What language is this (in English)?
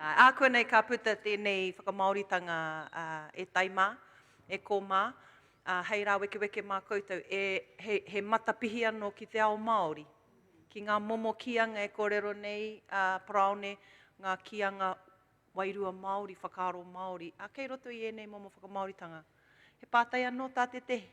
Māori